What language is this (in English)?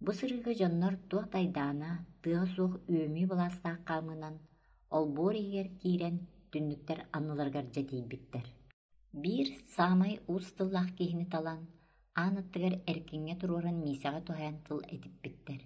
Yakut